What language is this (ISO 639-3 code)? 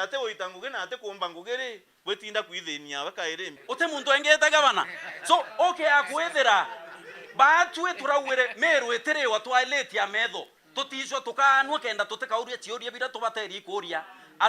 mer